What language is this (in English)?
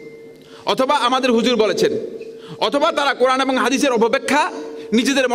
Bangla